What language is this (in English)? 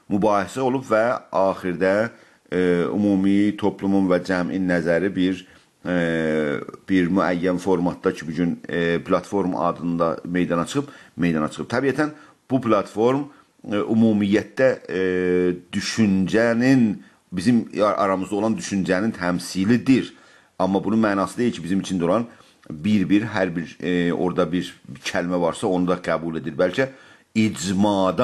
South Azerbaijani